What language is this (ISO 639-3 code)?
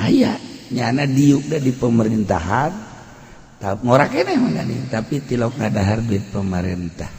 sun